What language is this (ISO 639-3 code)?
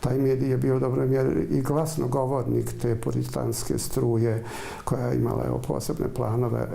bos